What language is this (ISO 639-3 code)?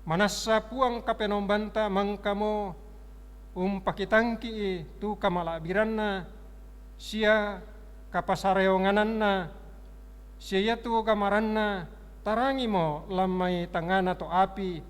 sda